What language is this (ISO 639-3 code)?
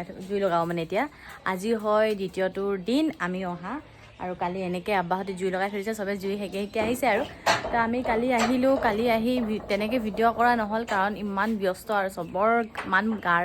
asm